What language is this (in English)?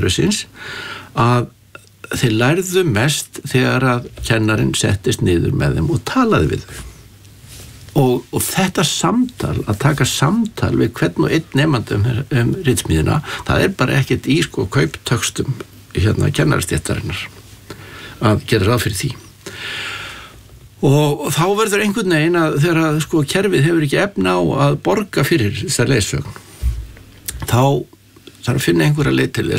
Icelandic